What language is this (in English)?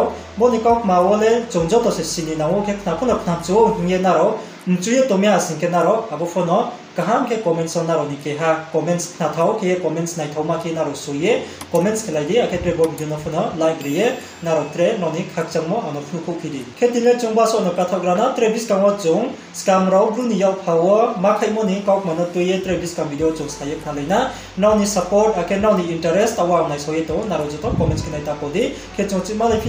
Riang (India)